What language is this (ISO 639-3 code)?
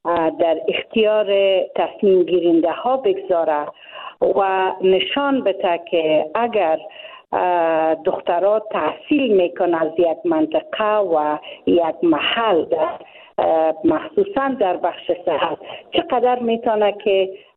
fas